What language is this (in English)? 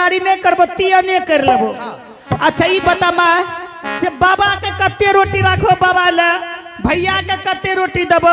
Angika